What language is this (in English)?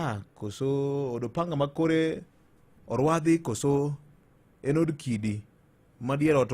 Luo (Kenya and Tanzania)